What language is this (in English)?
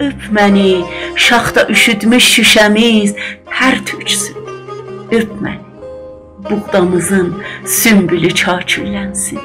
South Azerbaijani